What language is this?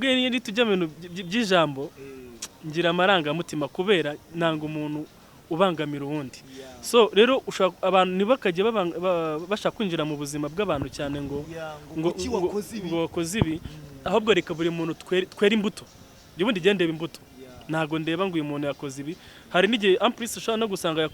Kinyarwanda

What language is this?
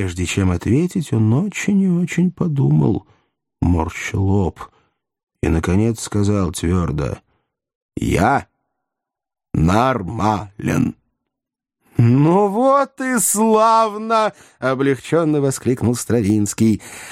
Russian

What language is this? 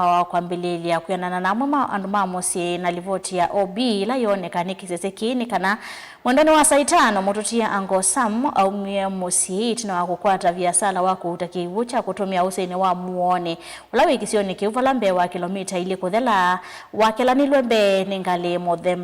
Kamba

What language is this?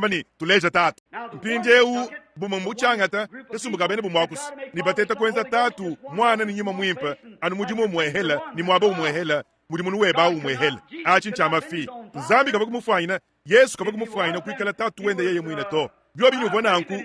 Luba-Lulua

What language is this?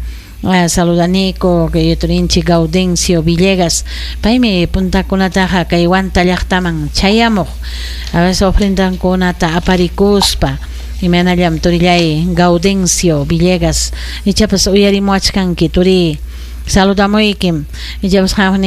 Ayacucho Quechua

